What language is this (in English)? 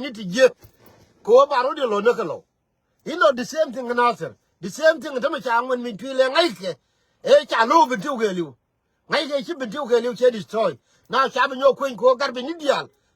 Nuer